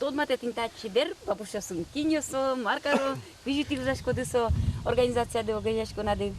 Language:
Udmurt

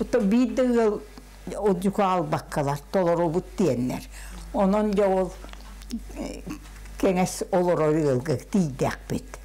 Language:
Yakut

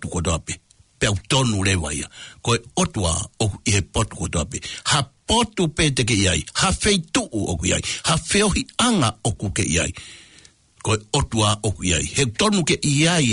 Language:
Tongan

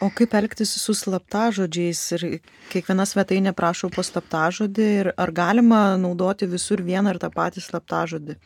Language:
Lithuanian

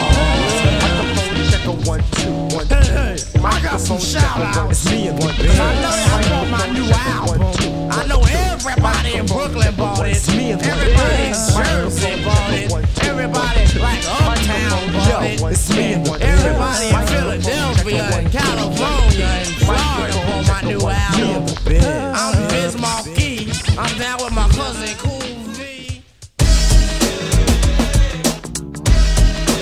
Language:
English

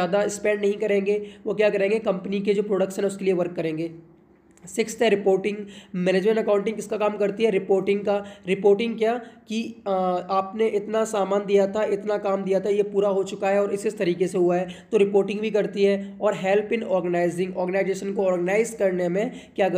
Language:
Hindi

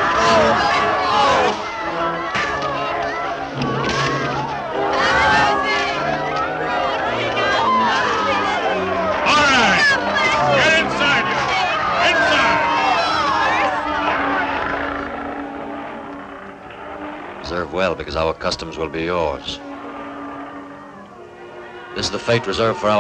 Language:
English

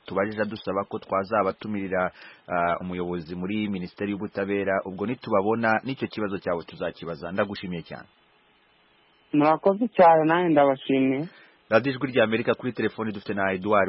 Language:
Kinyarwanda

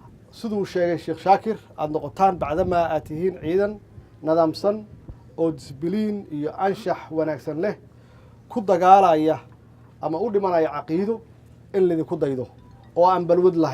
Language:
Somali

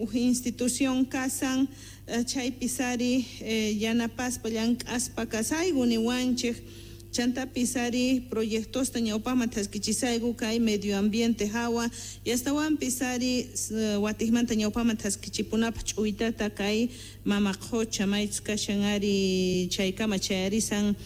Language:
South Bolivian Quechua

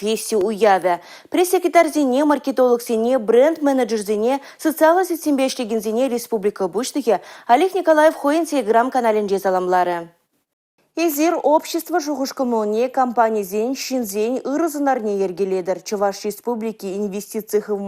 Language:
Chuvash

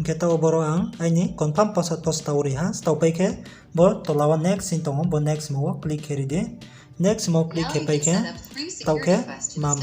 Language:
Riang (India)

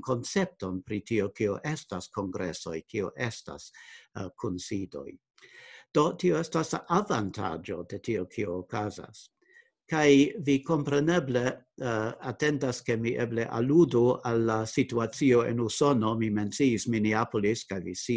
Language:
Esperanto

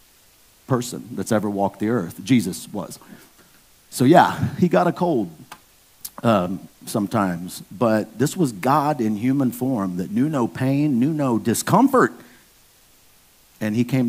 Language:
English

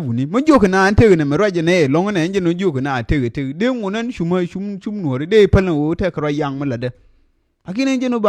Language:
Nuer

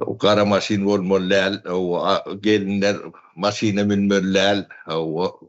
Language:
Turkmen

